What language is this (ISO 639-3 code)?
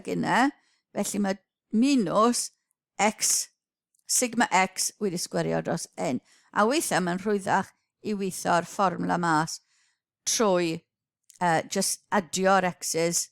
cym